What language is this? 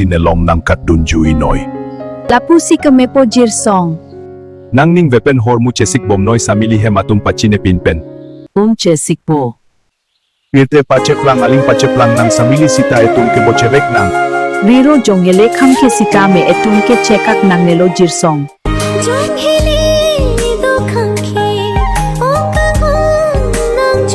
Karbi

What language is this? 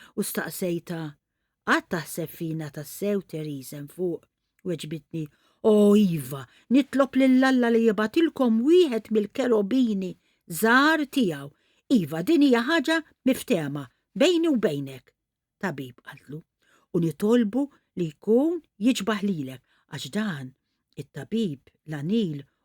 Maltese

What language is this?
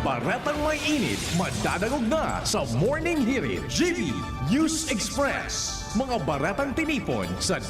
Bikol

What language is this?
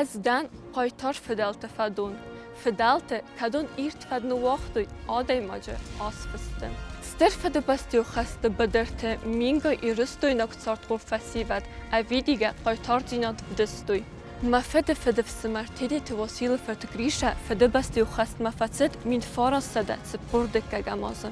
Ossetic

